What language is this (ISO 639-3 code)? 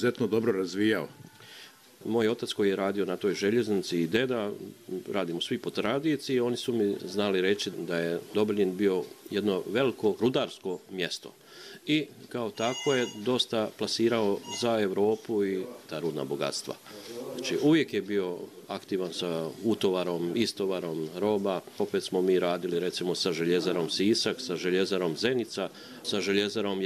bos